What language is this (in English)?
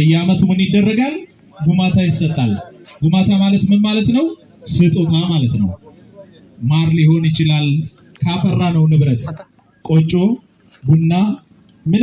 Amharic